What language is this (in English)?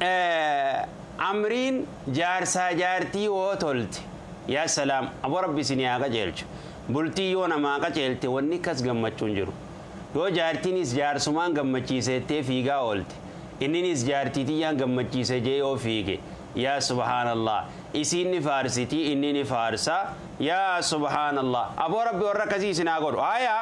Oromo